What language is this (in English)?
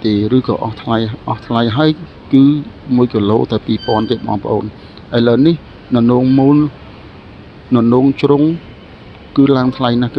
Khmer